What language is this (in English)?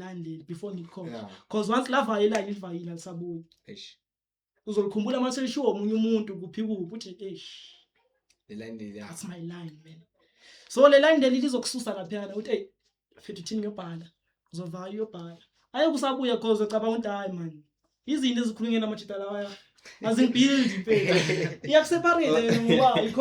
Zulu